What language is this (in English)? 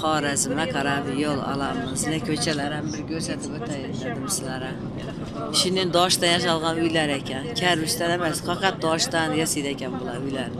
Uzbek